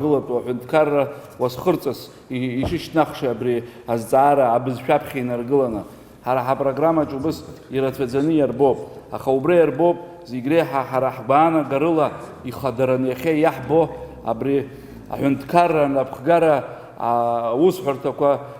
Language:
Abkhazian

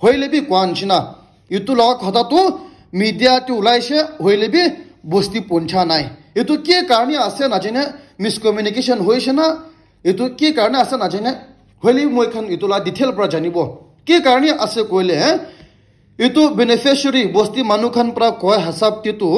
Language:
Naga Pidgin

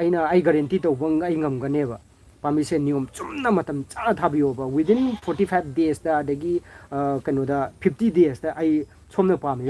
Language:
Manipuri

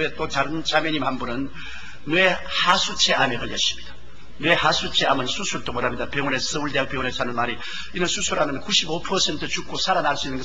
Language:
Korean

